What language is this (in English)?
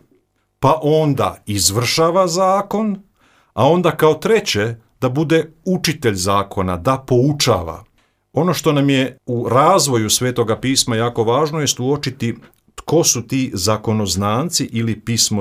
Croatian